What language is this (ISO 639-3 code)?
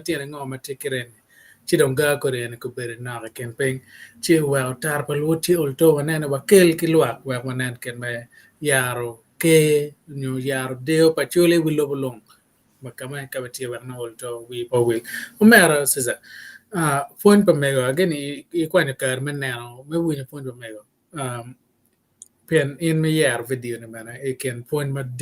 ach